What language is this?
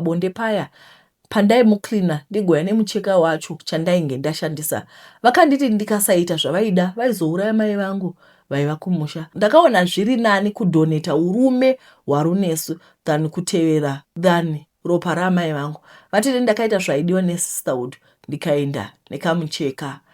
Shona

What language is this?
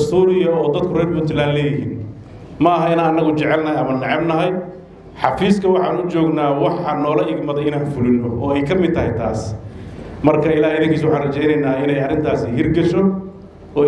Somali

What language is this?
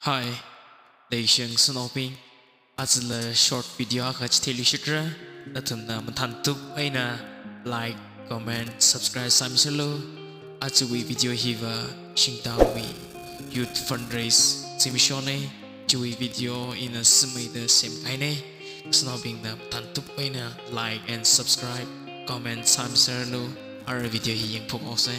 Tangkhul Naga (India)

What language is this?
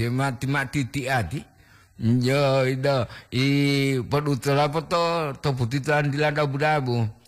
Gorontalo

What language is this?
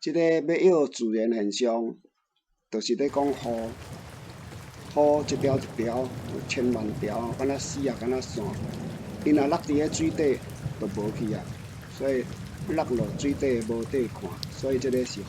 Min Nan Chinese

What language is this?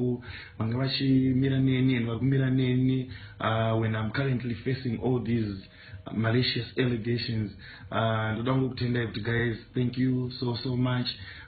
Shona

